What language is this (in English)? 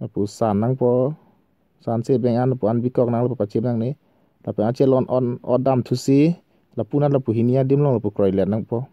Karbi